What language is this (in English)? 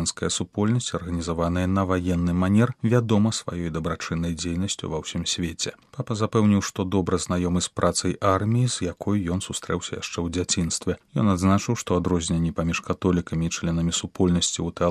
Belarusian